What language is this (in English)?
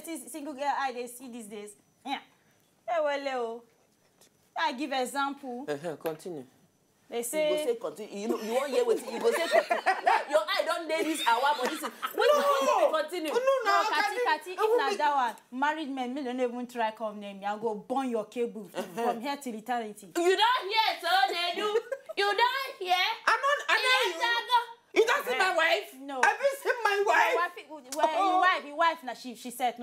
Nigerian Pidgin